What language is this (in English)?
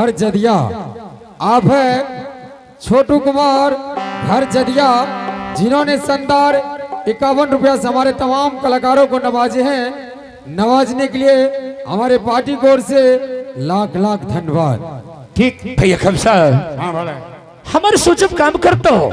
Angika